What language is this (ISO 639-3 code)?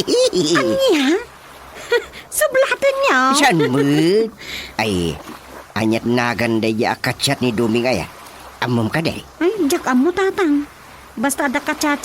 ilo